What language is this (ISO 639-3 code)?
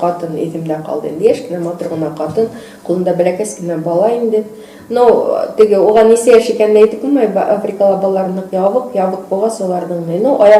bak